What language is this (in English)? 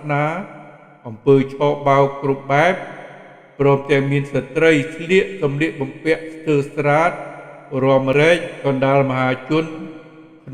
Khmer